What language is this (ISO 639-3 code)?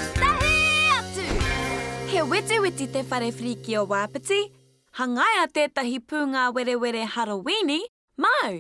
mri